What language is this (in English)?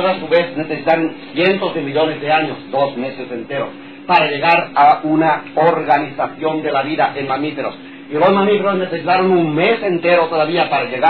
Spanish